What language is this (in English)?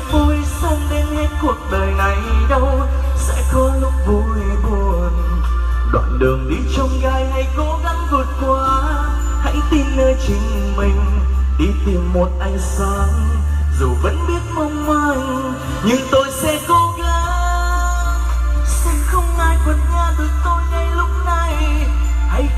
Vietnamese